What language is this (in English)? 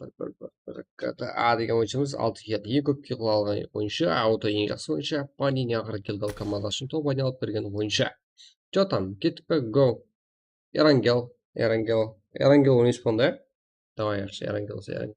Kara-Kalpak